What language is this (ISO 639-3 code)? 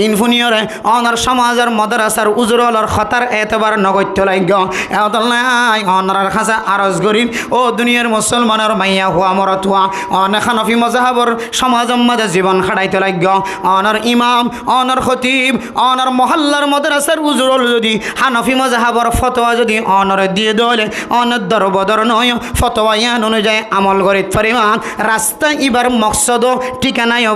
rhg